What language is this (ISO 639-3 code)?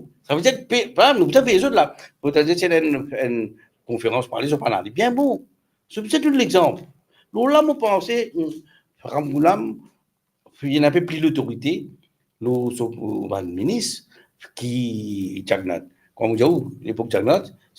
mfe